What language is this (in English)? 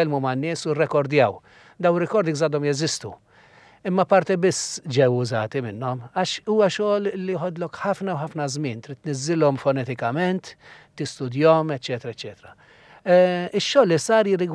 Maltese